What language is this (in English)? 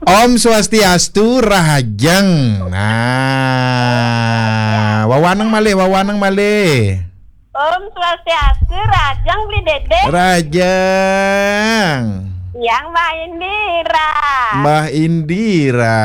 Balinese